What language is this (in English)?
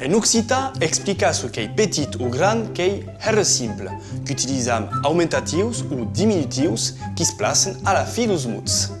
Occitan